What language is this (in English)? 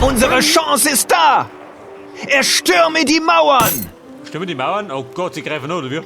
Bavarian